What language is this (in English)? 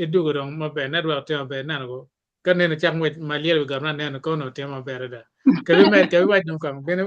Acoli